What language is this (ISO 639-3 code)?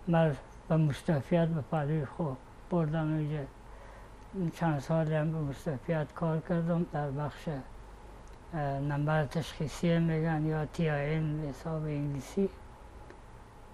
fas